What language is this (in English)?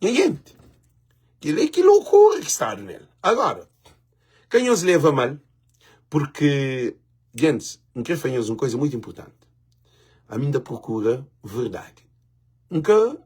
Kabuverdianu